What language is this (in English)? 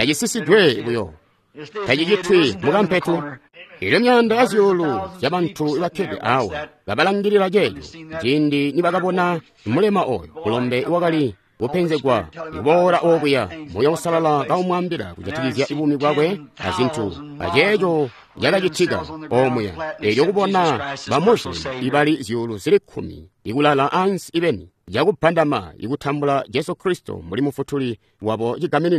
Tonga (Zambia)